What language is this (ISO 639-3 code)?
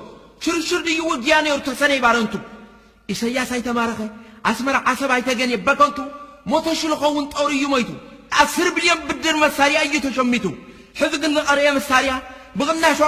tir